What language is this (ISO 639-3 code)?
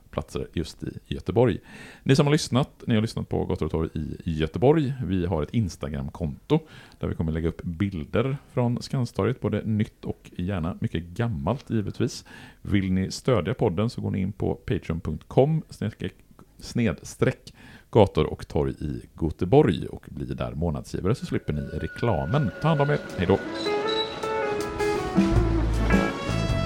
swe